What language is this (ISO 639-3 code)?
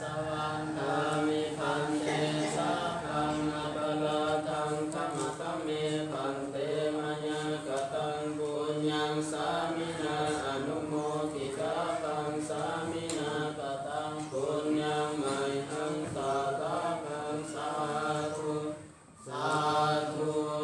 pli